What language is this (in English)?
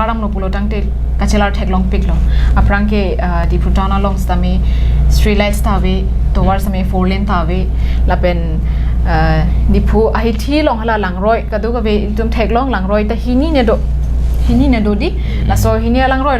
Karbi